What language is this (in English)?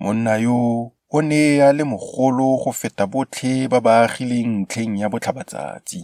Tswana